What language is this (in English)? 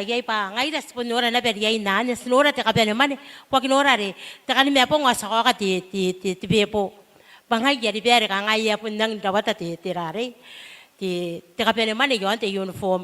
Gilbertese